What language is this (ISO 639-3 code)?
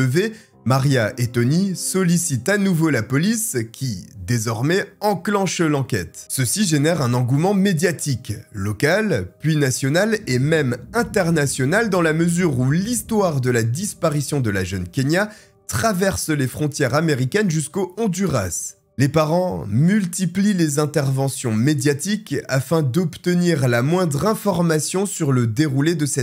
fra